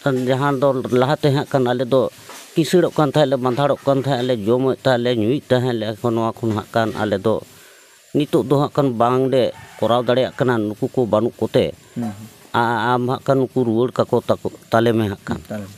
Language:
Santali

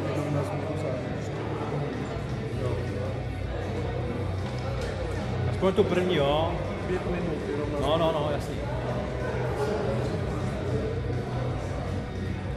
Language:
Czech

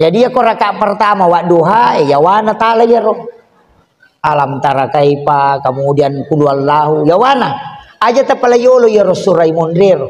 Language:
Buginese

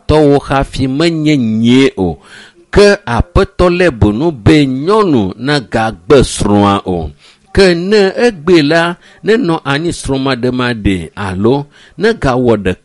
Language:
Ewe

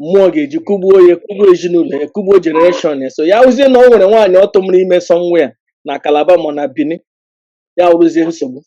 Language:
Igbo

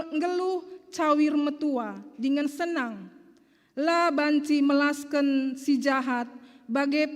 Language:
Batak Karo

